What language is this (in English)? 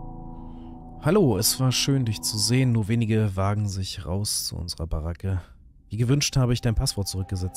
German